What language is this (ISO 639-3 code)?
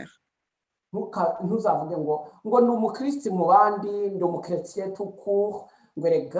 kin